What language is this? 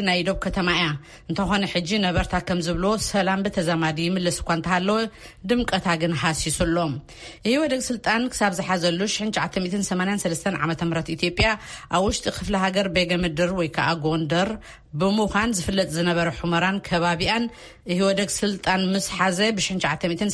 Tigrinya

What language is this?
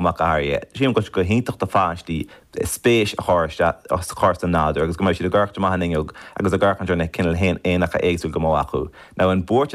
Irish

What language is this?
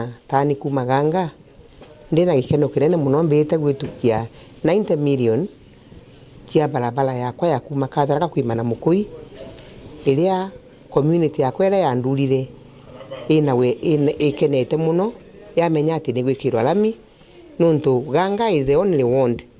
Meru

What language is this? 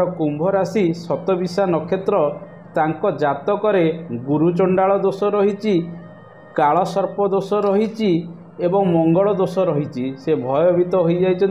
Odia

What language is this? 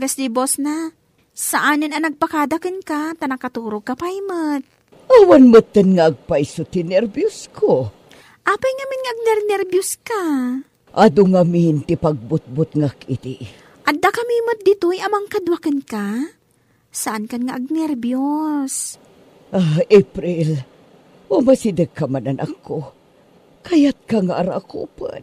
Iloko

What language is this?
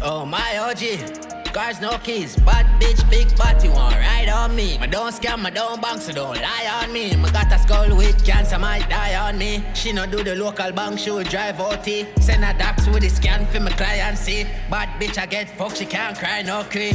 Jamaican Creole English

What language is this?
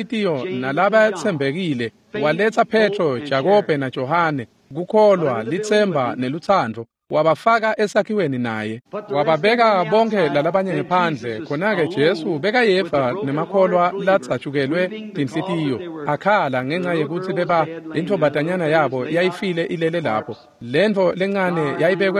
Swati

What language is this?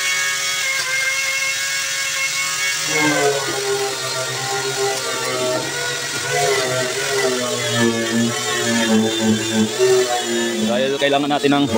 Filipino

